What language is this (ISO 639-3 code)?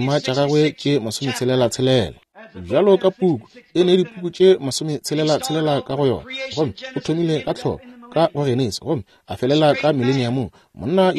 nso